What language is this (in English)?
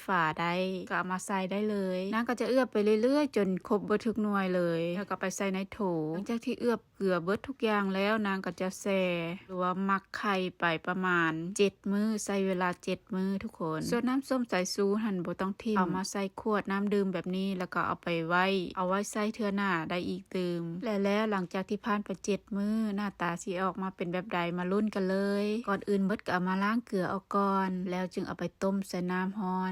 Lao